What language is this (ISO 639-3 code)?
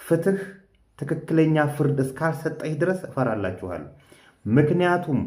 amh